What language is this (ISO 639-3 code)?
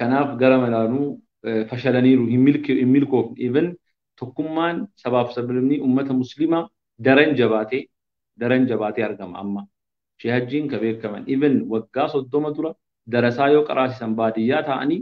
orm